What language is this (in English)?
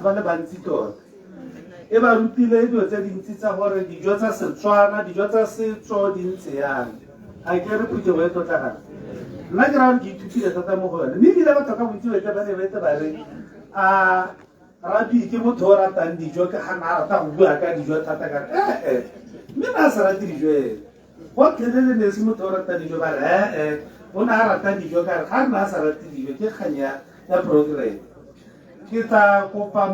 Tswana